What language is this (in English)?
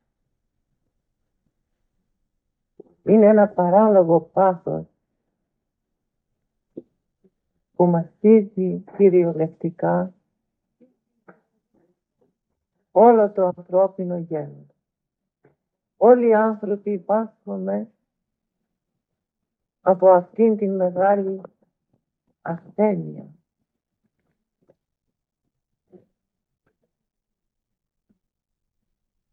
Greek